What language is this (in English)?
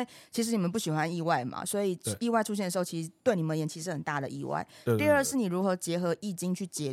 Chinese